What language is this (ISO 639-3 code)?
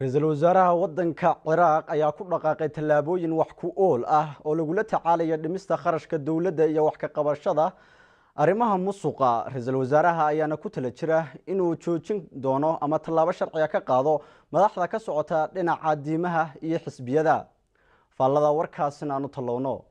som